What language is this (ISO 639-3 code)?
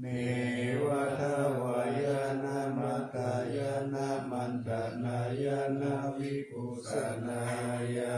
pli